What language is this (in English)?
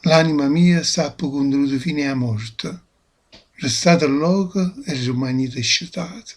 Neapolitan